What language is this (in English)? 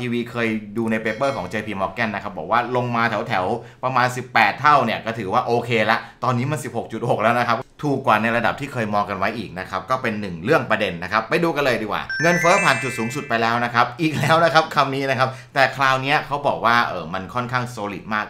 Thai